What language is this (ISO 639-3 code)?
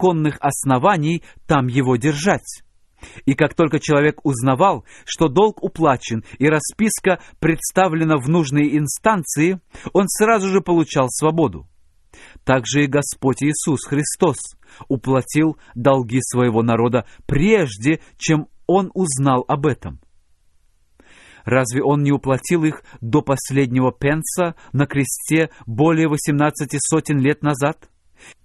rus